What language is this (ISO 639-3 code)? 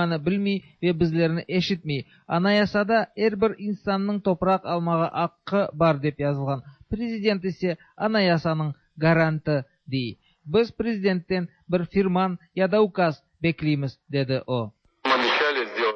tat